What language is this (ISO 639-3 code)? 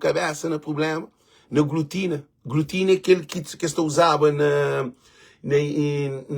kea